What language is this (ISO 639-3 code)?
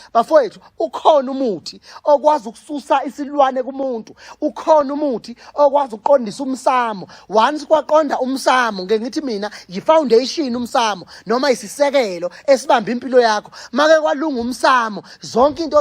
zul